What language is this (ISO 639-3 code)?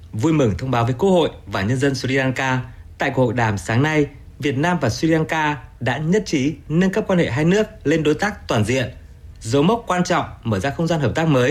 vie